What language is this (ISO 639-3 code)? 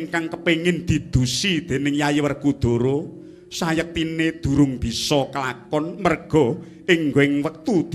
jav